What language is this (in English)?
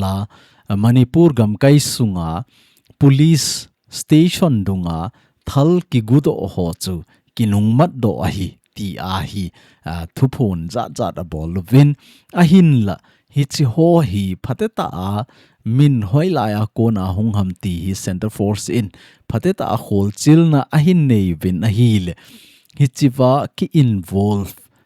Thado Chin